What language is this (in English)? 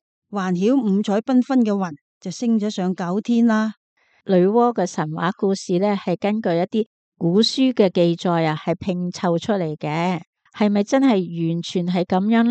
Cantonese